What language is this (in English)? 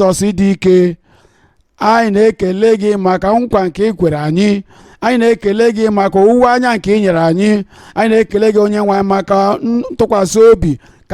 Igbo